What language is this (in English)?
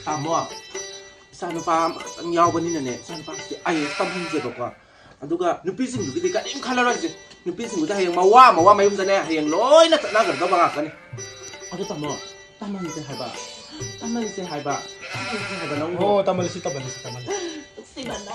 Manipuri